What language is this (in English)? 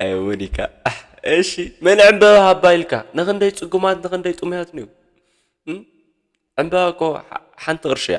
Tigrinya